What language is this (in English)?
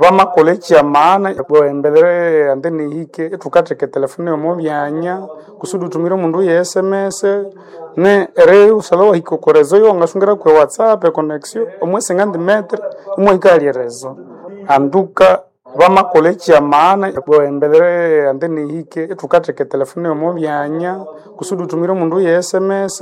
Nande